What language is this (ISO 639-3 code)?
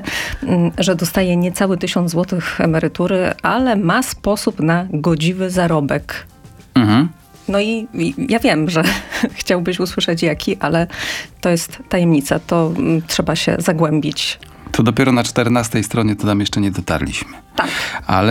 pol